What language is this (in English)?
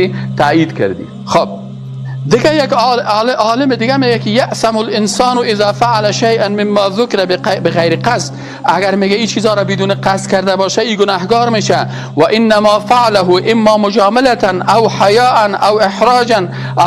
Persian